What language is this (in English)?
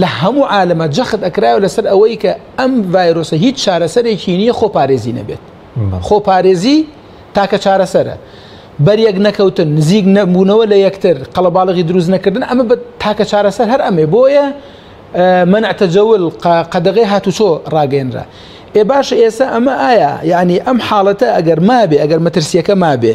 Central Kurdish